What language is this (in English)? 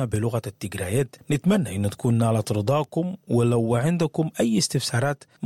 Sudanese Arabic